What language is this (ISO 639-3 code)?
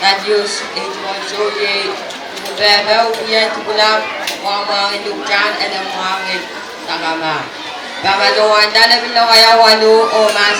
pon